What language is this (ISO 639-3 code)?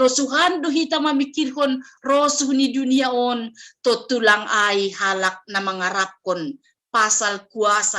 bts